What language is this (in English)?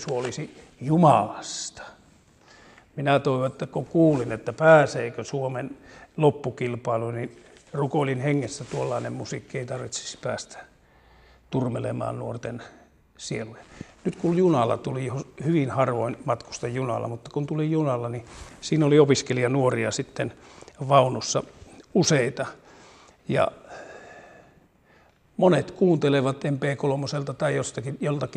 Finnish